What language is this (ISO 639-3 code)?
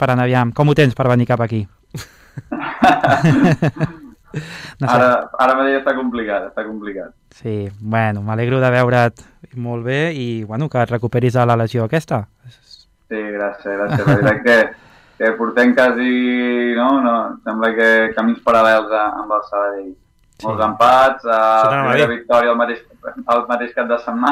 cat